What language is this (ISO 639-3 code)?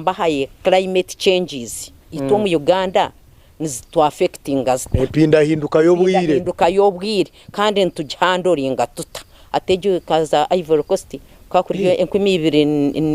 nyn